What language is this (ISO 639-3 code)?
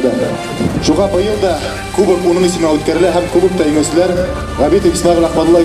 bak